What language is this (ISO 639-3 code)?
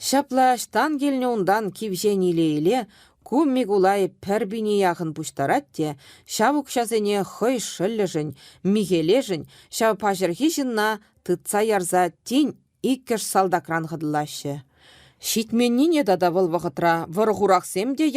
chv